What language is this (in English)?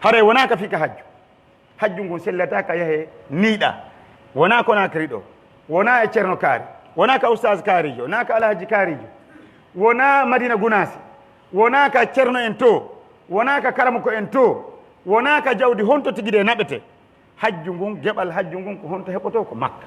Pular